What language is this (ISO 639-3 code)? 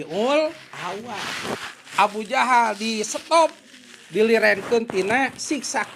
sun